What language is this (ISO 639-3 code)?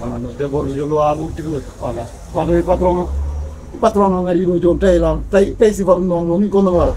fuf